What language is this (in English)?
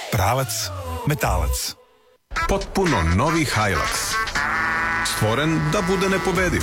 Serbian